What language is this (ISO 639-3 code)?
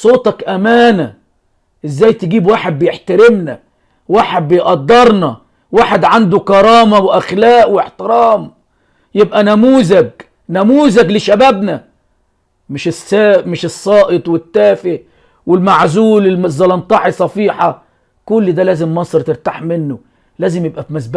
arz